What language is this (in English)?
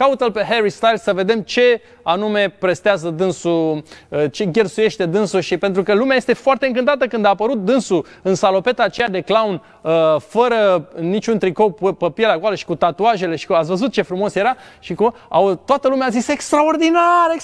Romanian